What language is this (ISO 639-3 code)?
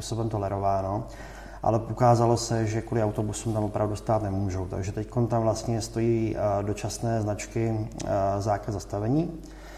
ces